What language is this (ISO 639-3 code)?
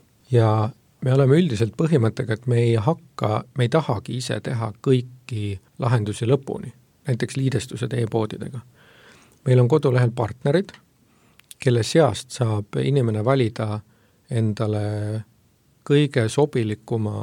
est